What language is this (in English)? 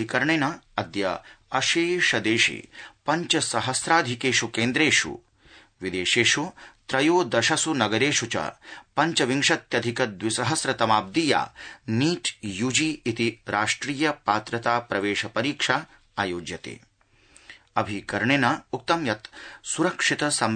Sanskrit